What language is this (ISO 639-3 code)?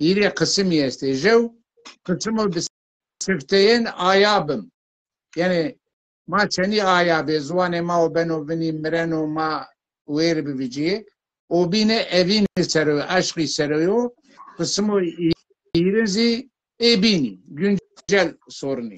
zza